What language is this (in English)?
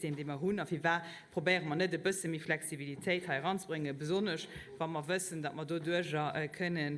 Luxembourgish